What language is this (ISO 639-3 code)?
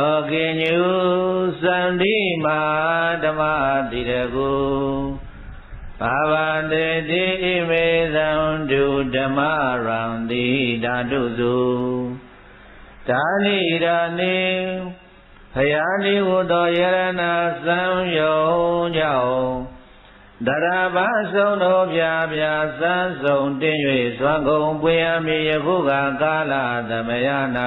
mya